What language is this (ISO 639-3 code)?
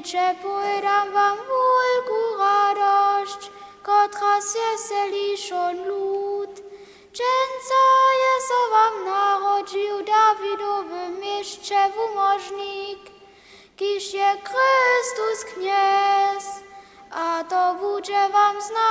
hsb